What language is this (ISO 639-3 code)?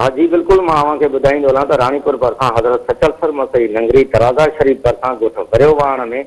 snd